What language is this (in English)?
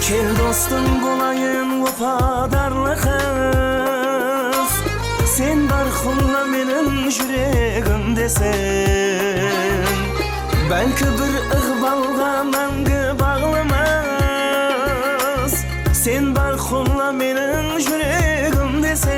Kara-Kalpak